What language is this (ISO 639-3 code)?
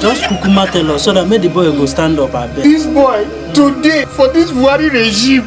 pcm